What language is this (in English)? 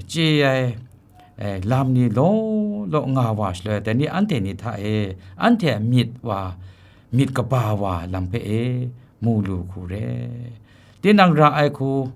Kachin